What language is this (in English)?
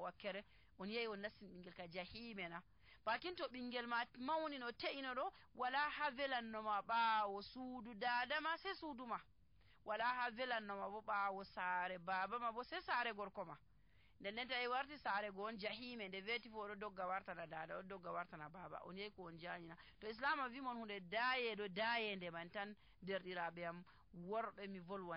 Nigerian Fulfulde